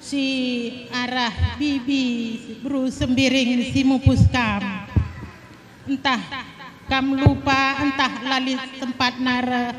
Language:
Batak Karo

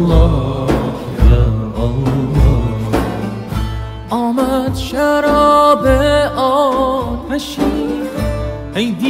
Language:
Persian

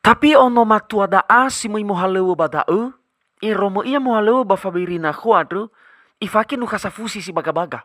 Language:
Nias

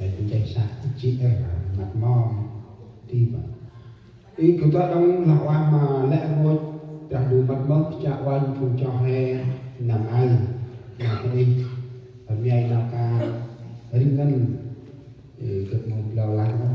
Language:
Central Mnong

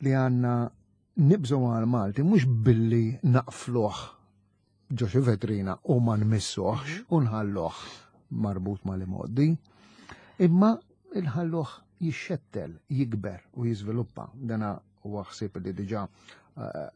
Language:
Maltese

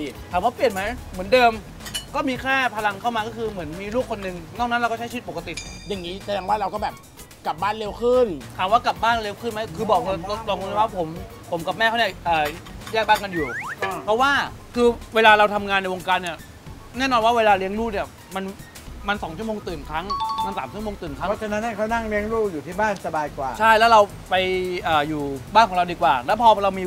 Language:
Thai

